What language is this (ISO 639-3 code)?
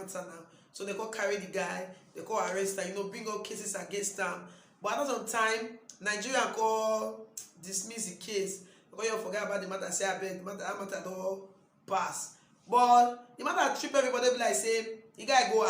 pcm